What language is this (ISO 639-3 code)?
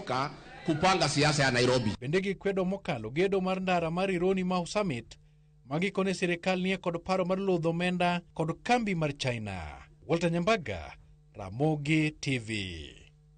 luo